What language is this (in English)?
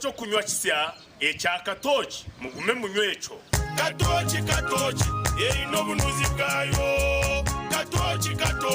Nyankole